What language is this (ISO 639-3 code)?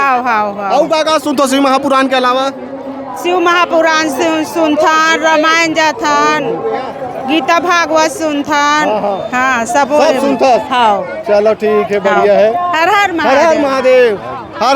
hne